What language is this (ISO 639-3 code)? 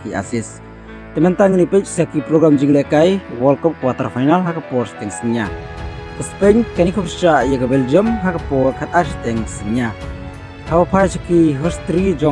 kha